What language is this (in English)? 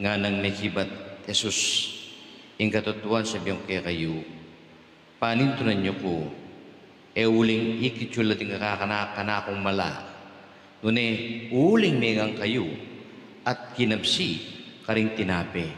Pampanga